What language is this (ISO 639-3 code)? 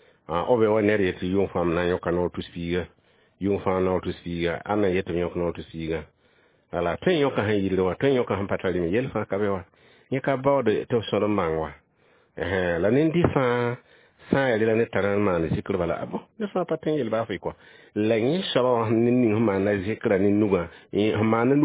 mos